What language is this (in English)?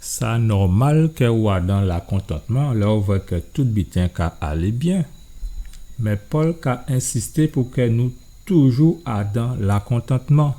Guadeloupean Creole French